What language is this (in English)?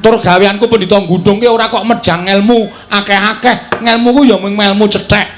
Javanese